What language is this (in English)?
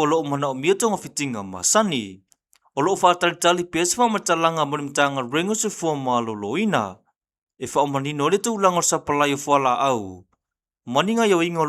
Samoan